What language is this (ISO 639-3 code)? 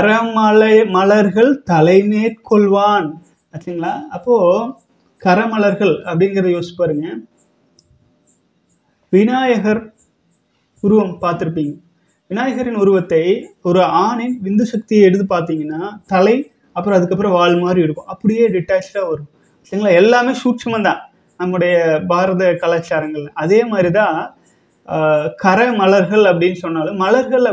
tam